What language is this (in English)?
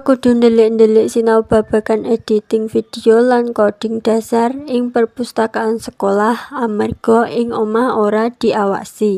Javanese